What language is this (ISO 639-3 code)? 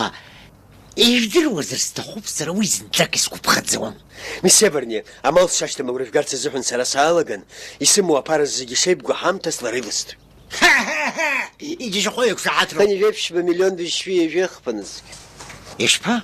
abk